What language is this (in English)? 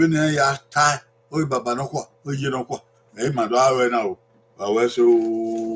Bini